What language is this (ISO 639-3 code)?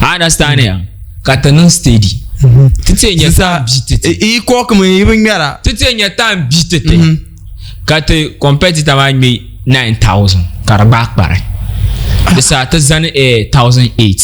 dag